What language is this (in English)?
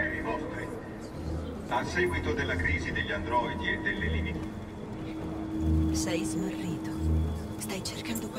Italian